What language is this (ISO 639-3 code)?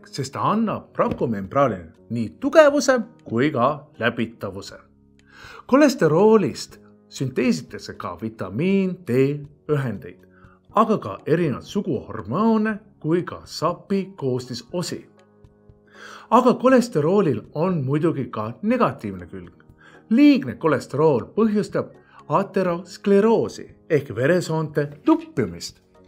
est